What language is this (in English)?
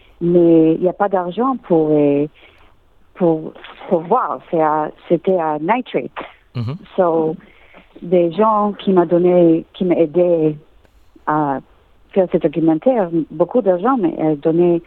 French